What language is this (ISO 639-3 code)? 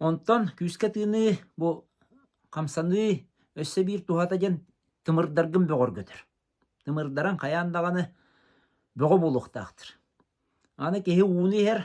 sah